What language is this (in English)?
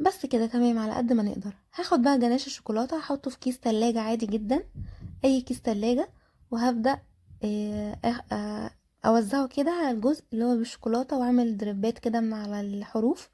Egyptian Arabic